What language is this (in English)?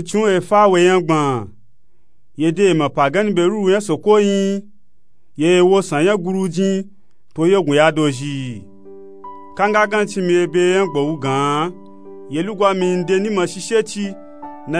Nupe-Nupe-Tako